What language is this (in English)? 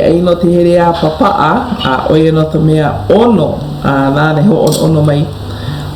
Hawaiian